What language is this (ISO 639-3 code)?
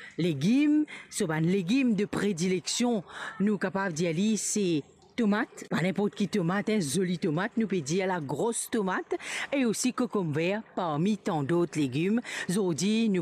mfe